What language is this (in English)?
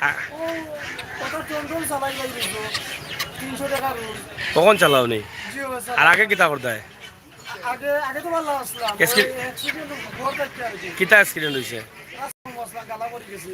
Sylheti